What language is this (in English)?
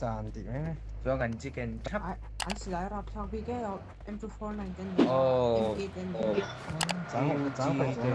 Mizo